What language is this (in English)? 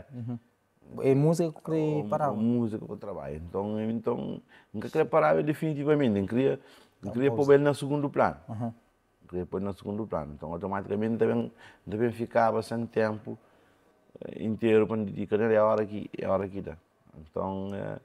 Kabuverdianu